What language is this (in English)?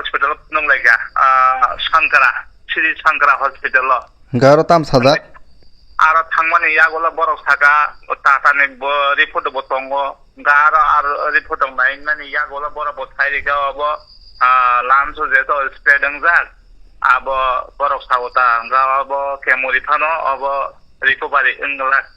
Kok Borok